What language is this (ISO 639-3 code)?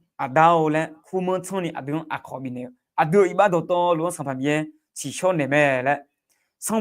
ahk